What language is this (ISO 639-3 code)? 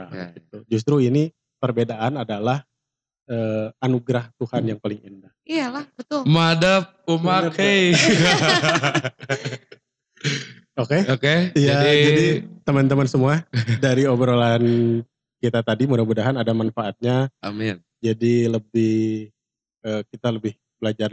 ind